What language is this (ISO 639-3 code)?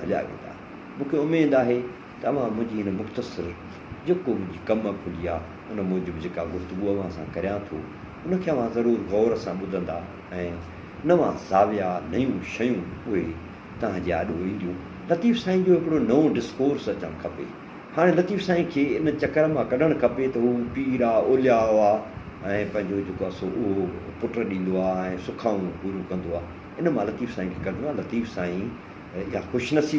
snd